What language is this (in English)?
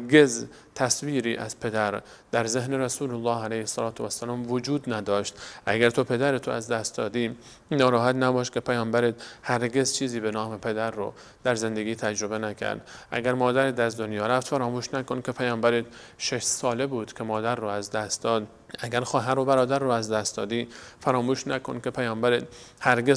Persian